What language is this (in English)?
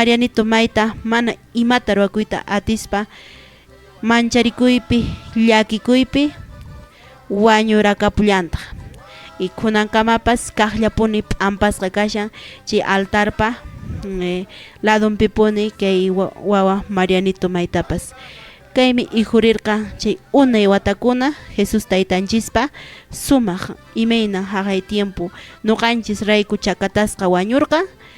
Quechua